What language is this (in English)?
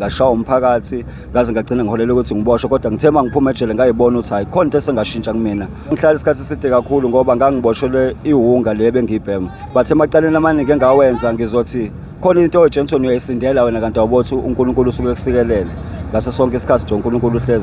Zulu